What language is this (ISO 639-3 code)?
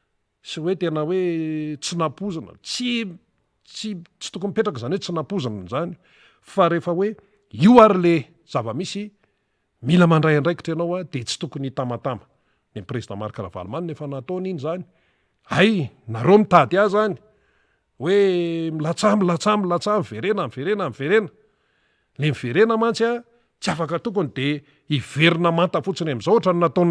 mlg